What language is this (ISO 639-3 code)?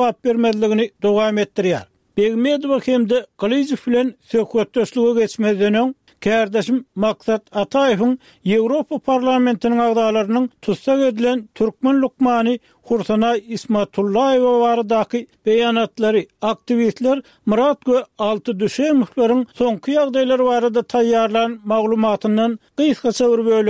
tuk